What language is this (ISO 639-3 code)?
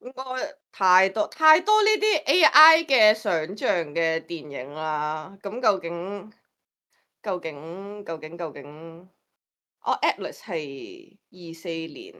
yue